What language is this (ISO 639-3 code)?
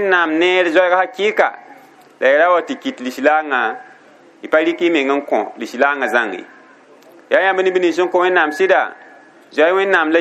mos